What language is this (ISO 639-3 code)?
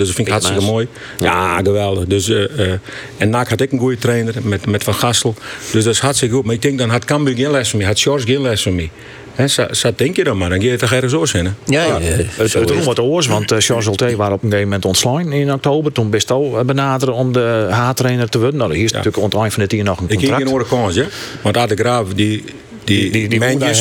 fry